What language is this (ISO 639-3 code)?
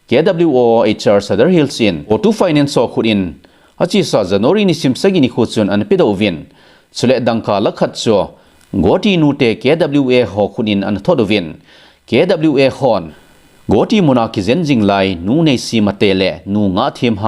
tcz